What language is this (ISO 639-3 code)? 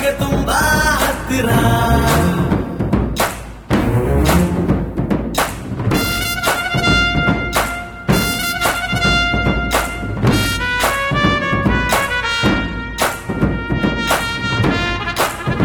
kan